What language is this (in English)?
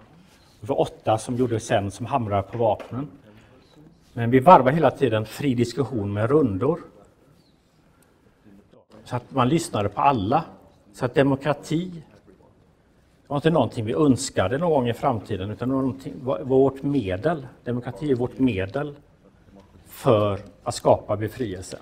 Swedish